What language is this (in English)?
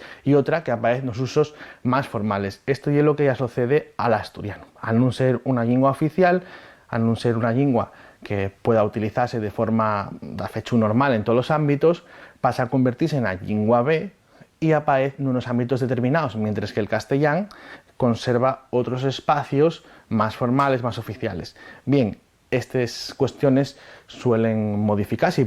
Asturian